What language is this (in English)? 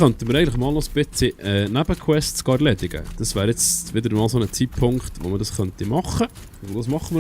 Swiss German